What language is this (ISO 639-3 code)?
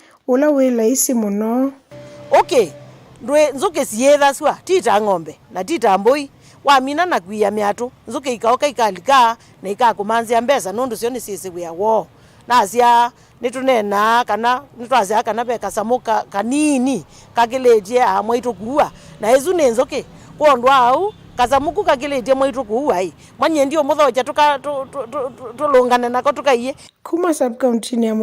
kam